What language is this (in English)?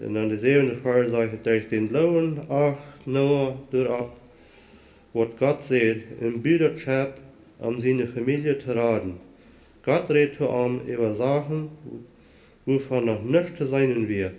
Plautdietsch